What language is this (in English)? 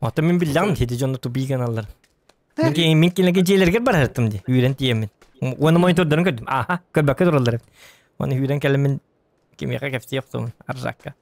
Yakut